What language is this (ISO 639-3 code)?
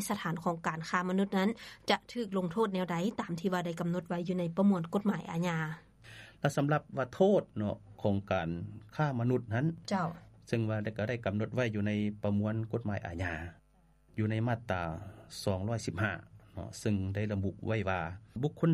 lao